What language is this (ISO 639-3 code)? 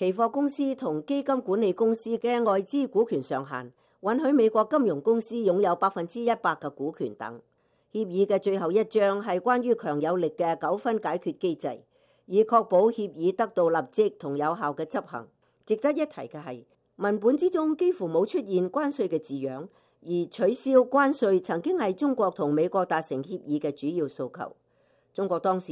yue